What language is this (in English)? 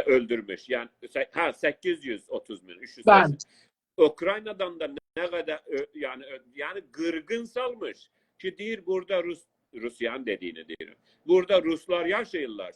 South Azerbaijani